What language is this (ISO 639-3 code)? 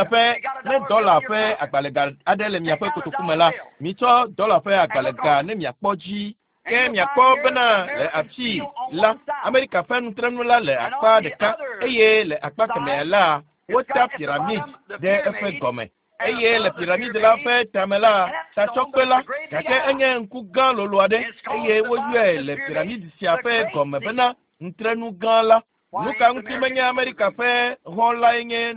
ewe